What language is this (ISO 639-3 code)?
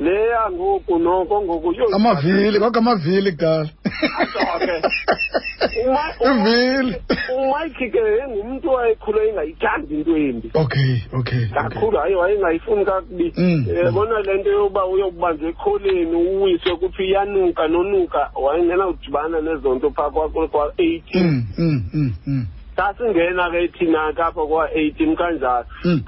xho